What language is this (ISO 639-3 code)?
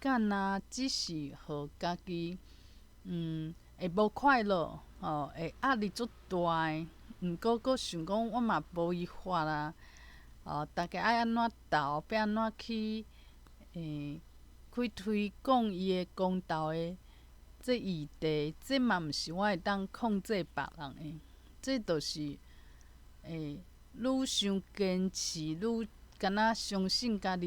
nan